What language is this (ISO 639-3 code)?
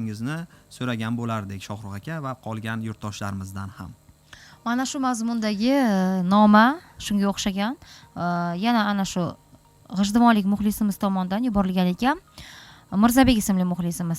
uzb